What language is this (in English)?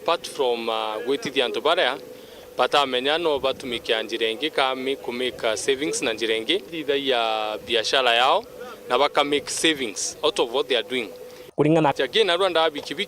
Meru